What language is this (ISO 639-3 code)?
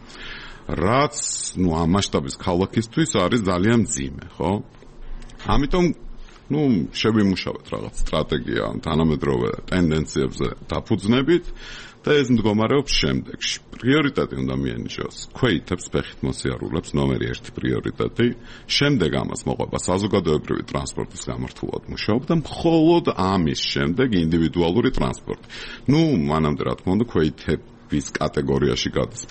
kat